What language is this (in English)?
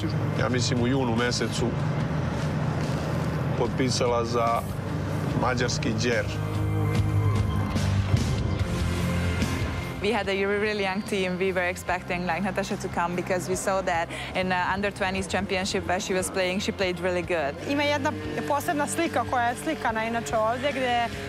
Serbian